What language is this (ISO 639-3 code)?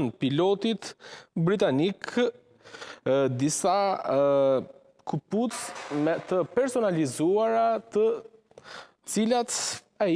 sqi